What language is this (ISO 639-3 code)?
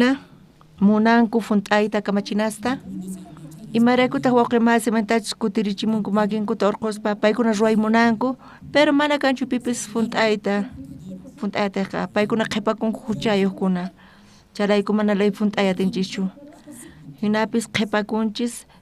quh